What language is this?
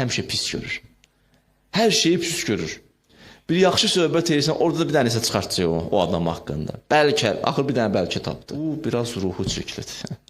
Azerbaijani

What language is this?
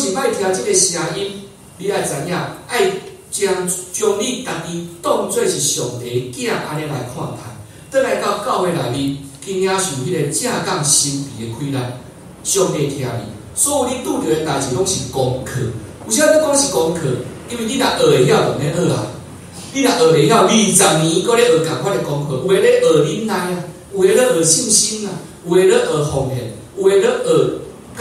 Min Nan Chinese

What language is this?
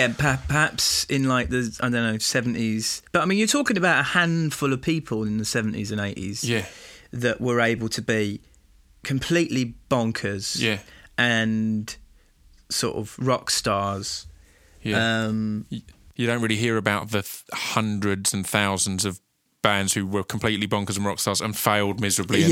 English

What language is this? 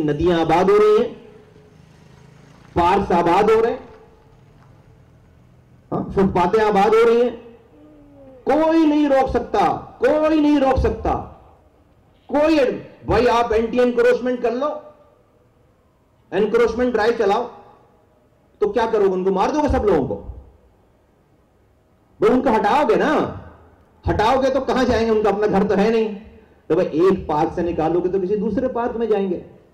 Urdu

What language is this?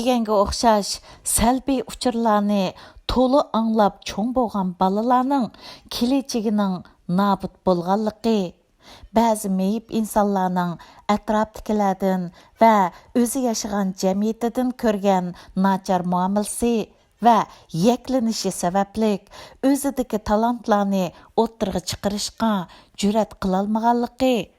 Uyghur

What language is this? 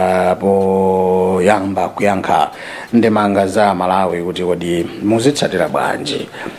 Nyanja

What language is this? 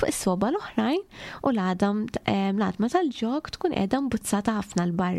Maltese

